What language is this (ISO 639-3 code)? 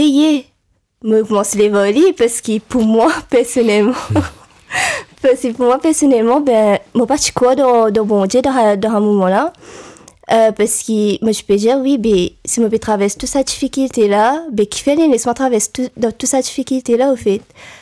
mfe